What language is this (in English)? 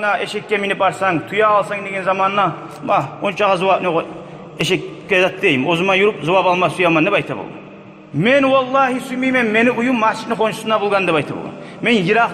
Kumyk